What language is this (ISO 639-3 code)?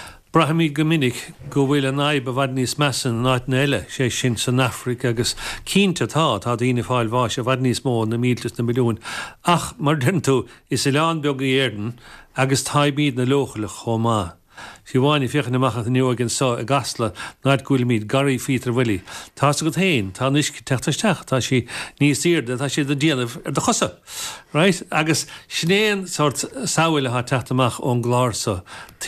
gle